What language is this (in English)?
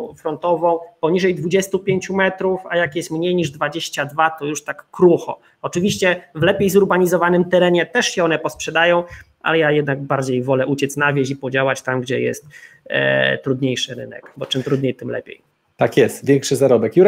Polish